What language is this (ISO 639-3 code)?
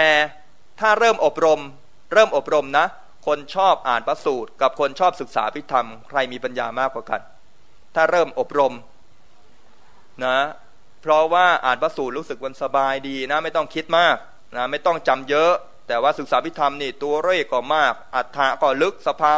tha